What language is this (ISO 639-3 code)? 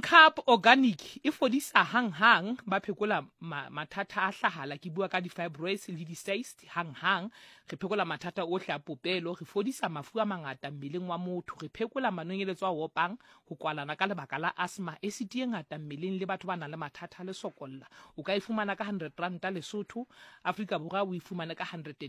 sot